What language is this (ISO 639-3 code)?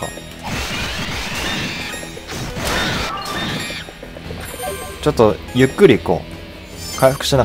jpn